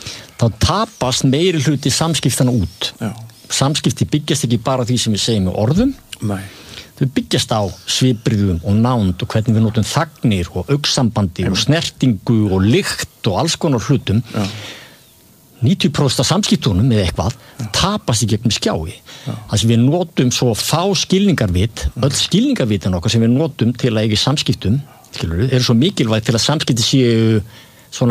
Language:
Icelandic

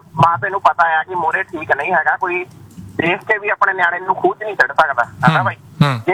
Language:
Punjabi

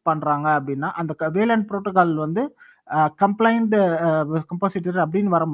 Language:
Tamil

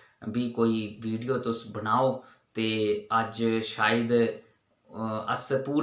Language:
Dogri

